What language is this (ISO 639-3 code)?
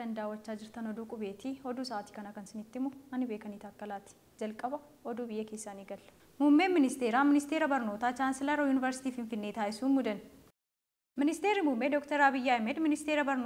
orm